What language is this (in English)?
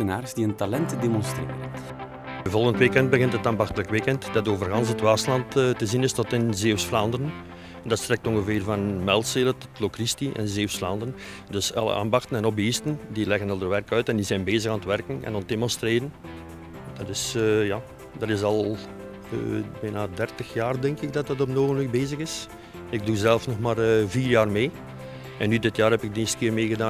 Dutch